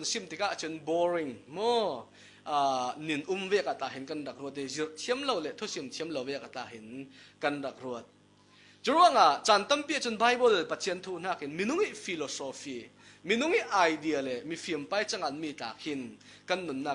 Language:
Falam Chin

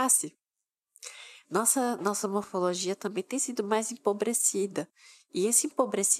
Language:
Portuguese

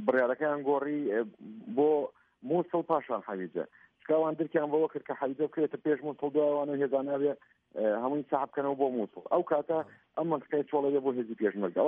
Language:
Central Kurdish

